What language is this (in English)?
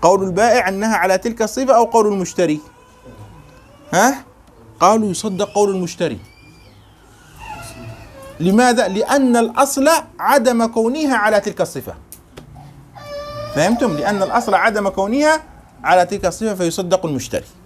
Arabic